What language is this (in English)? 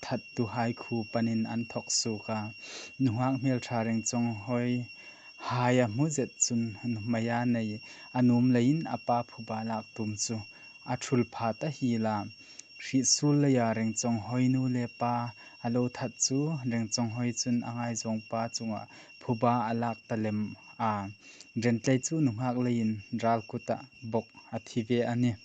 Hmar